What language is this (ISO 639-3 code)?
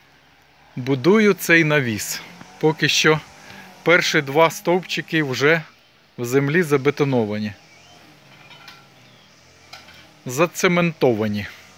ukr